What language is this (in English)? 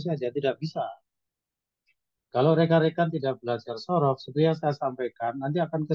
Indonesian